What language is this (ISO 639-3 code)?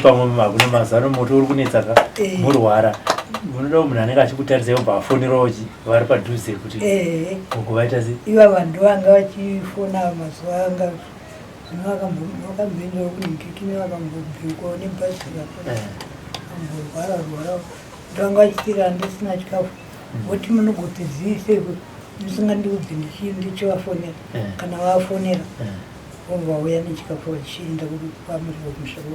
sna